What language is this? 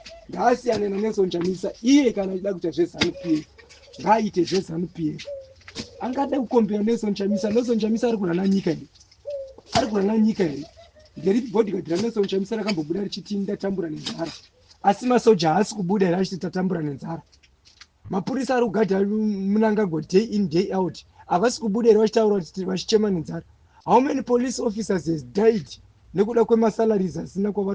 Shona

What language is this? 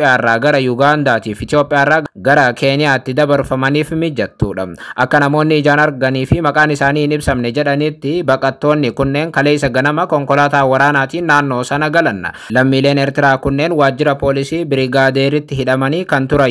Oromo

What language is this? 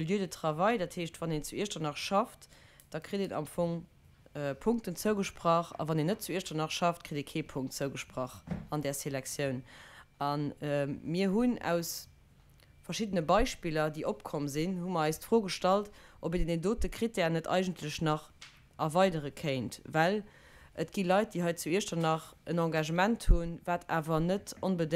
Luxembourgish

